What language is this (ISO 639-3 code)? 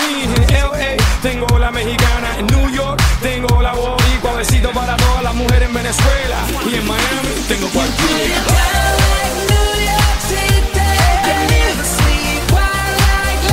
eng